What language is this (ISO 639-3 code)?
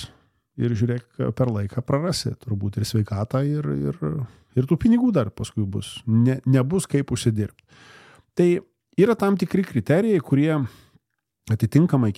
lit